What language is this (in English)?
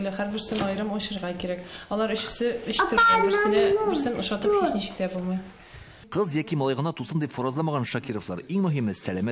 Tatar